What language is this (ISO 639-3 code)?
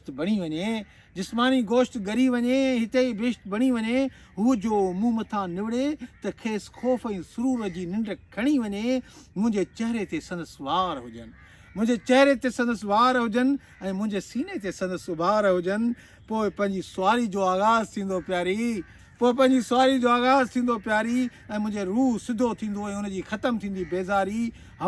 snd